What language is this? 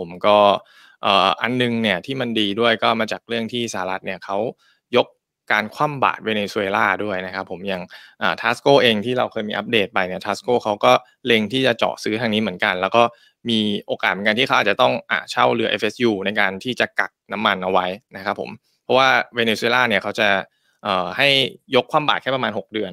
Thai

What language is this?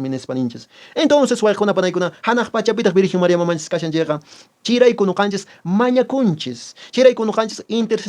Quechua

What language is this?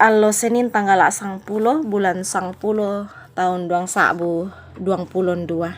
Toraja-Sa'dan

